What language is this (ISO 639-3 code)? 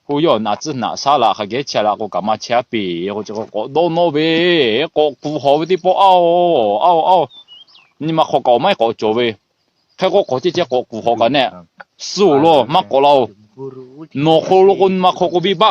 lhu